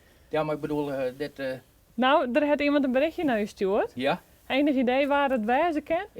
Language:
Western Frisian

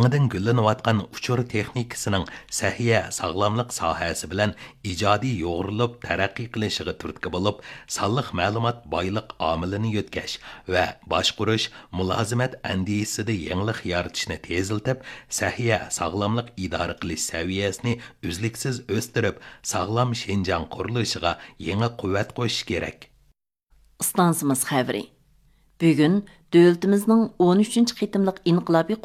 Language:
Uyghur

